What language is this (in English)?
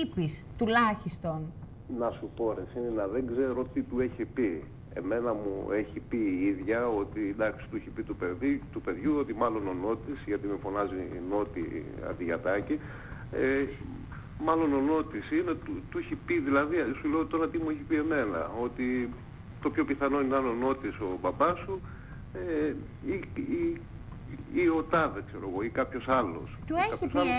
Greek